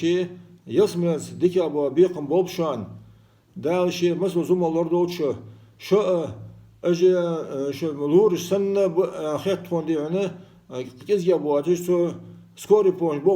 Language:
Ingush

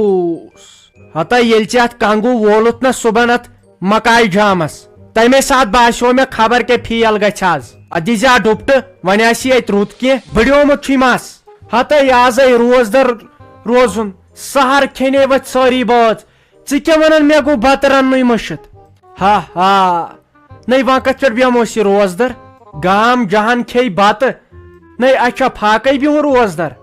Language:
Kashmiri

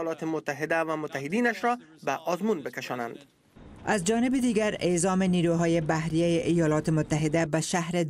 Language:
Persian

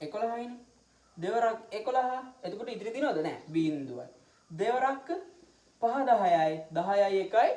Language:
Sinhala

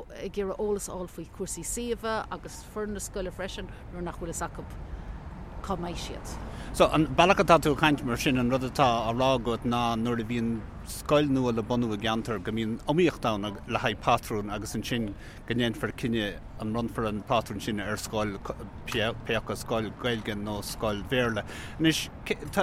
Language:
Irish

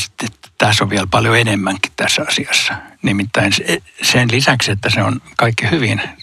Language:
Finnish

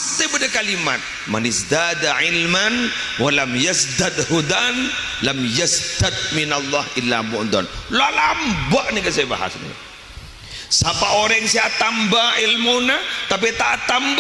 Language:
Madurese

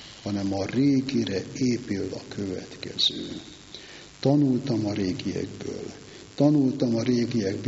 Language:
Hungarian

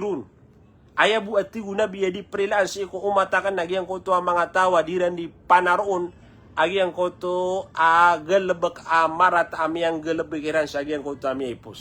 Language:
Maranao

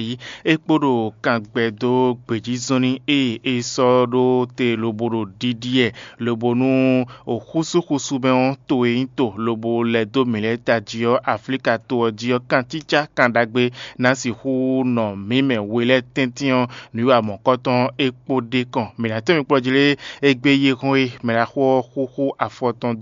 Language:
Fon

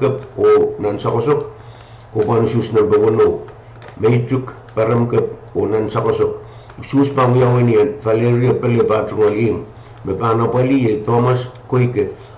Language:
Pohnpeian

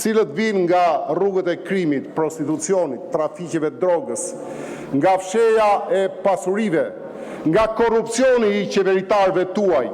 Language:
Albanian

